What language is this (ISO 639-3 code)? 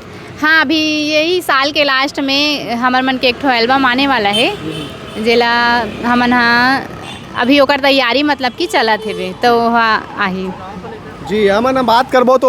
hne